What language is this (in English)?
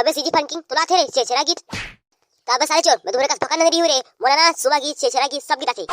Chhattisgarhi